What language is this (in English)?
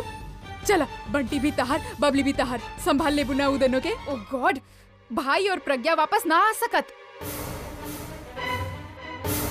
Bhojpuri